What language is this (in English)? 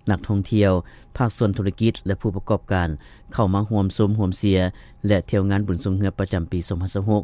Lao